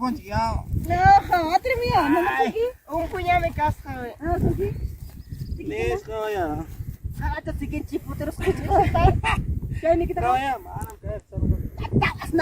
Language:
Ayacucho Quechua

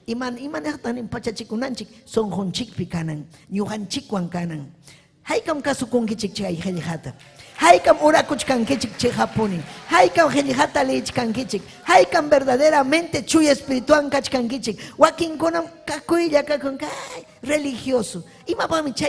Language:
Ayacucho Quechua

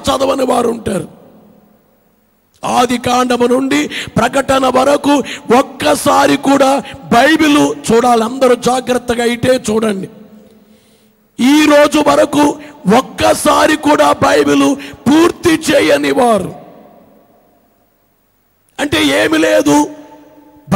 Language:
Telugu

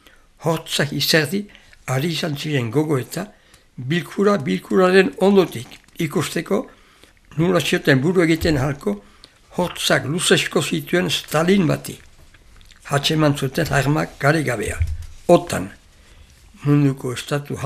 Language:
Basque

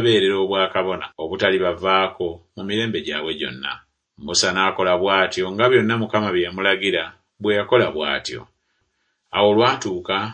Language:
Ganda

